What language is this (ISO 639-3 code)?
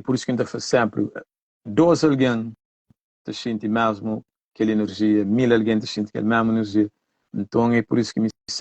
kea